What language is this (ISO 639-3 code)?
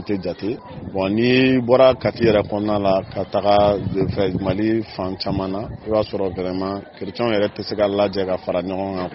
bam